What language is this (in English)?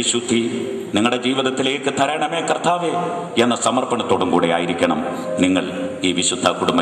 Malayalam